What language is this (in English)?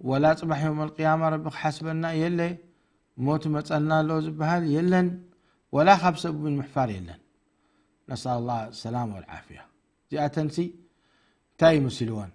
Tigrinya